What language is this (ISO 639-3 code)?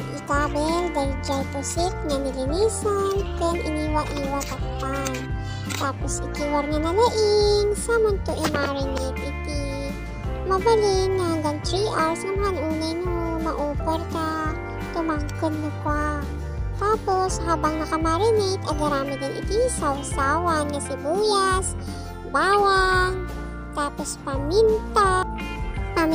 ilo